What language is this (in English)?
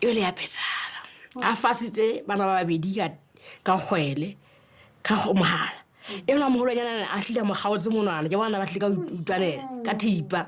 Southern Sotho